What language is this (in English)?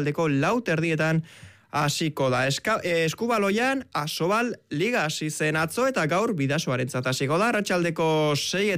Basque